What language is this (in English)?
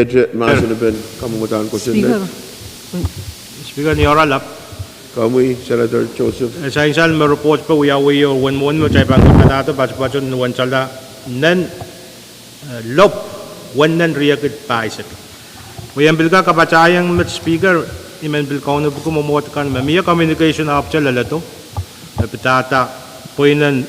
Pohnpeian